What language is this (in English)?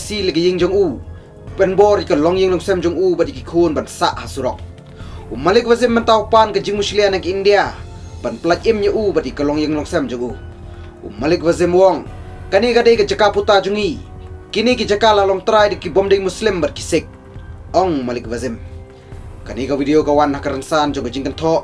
Khasi